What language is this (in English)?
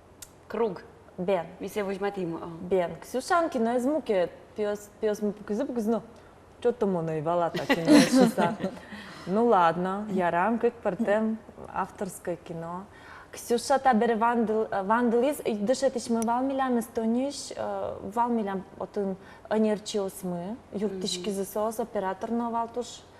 Udmurt